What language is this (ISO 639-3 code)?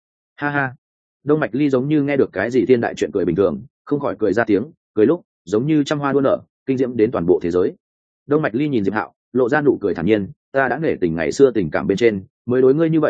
vie